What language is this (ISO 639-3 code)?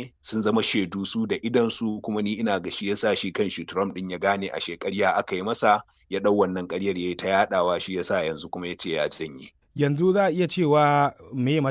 hau